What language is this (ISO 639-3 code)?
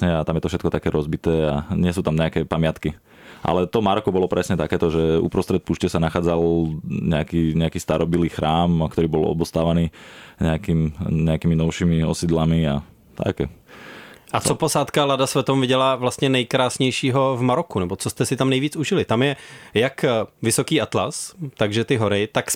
slk